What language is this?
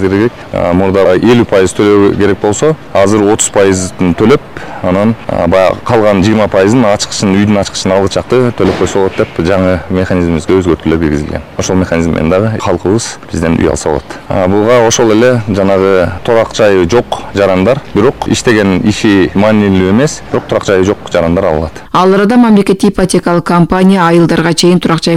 Kyrgyz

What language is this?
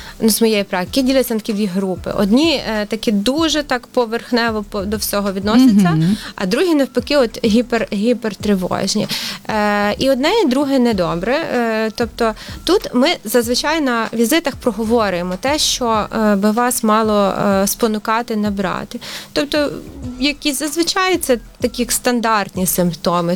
Ukrainian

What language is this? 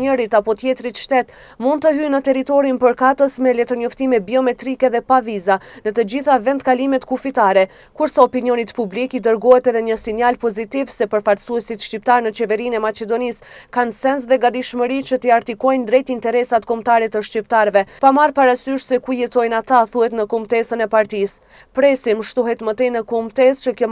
Albanian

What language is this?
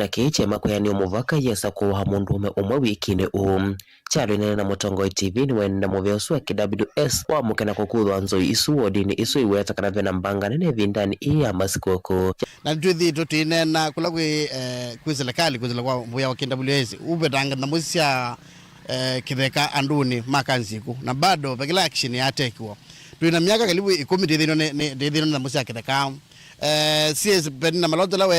Kamba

